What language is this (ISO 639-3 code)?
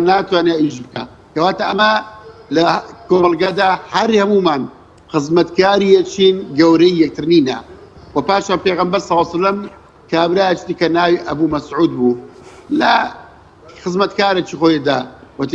ckb